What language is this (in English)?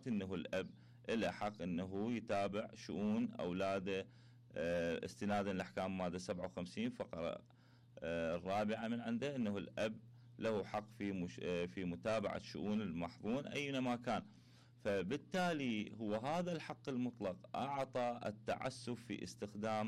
Mesopotamian Arabic